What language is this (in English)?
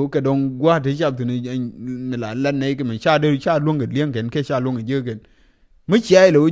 Nuer